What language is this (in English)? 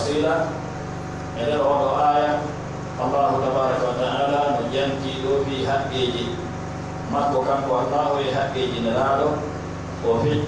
Pular